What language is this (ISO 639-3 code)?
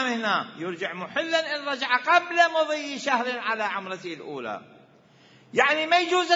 acm